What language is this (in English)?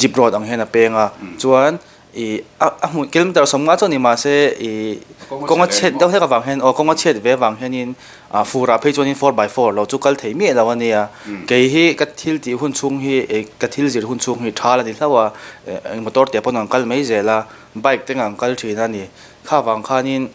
Mizo